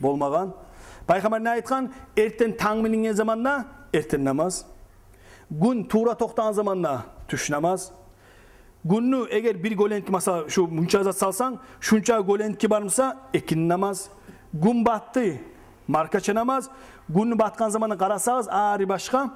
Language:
Kumyk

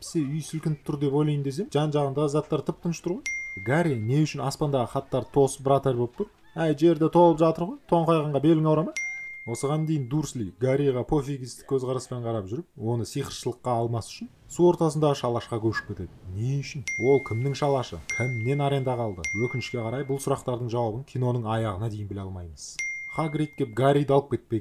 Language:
Kazakh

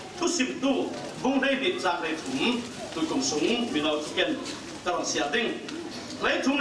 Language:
Falam Chin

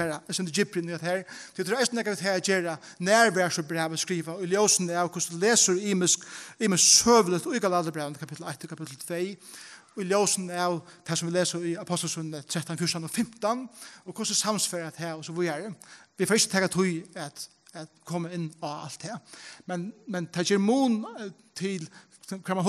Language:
Faroese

